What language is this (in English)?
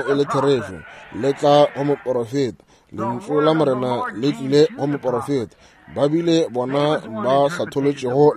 Northern Sotho